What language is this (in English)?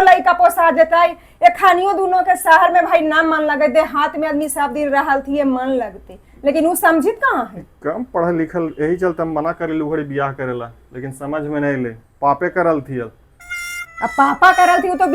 Magahi